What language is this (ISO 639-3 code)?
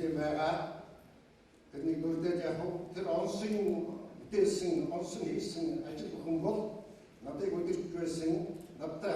mon